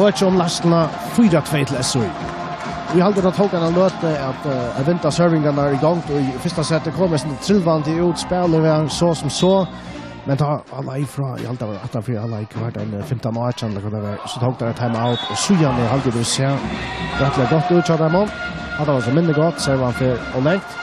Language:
Faroese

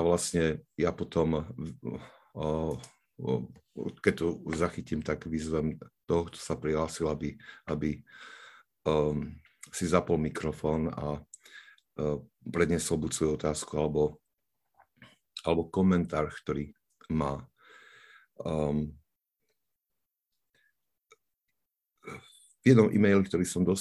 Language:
Slovak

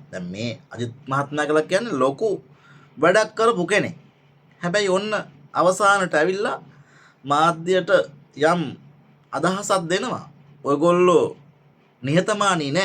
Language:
Sinhala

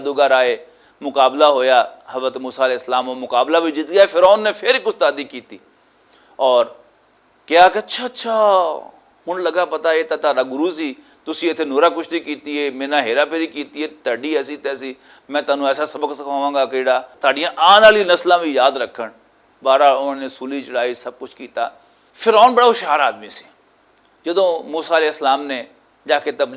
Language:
Western Panjabi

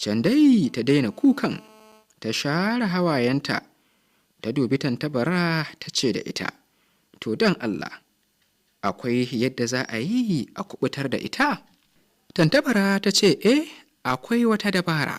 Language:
Hausa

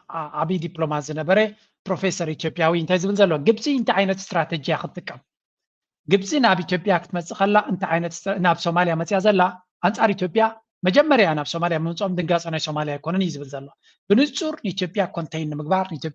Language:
Tigrinya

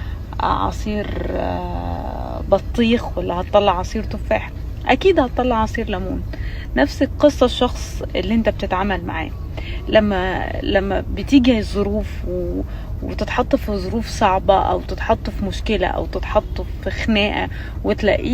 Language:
Egyptian Arabic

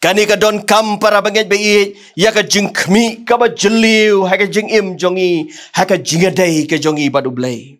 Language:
Khasi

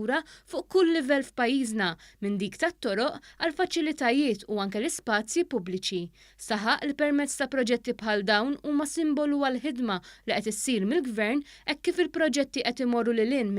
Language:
Maltese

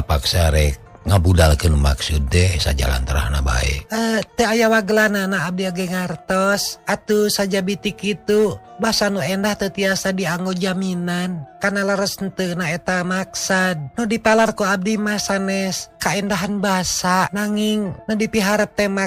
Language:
Sundanese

